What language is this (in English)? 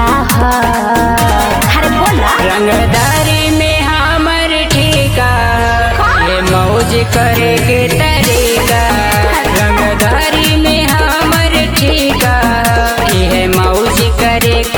Bhojpuri